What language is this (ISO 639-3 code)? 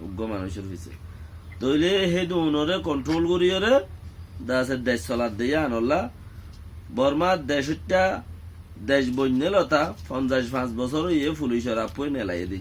rhg